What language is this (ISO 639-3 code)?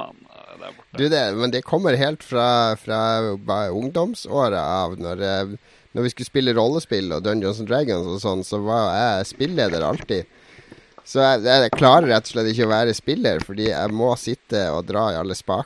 nor